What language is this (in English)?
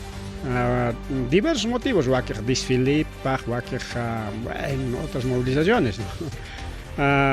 Ayacucho Quechua